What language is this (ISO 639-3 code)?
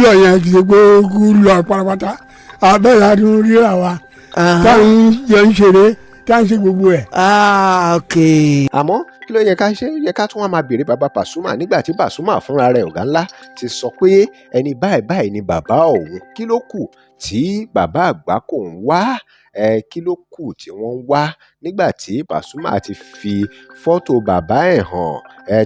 yor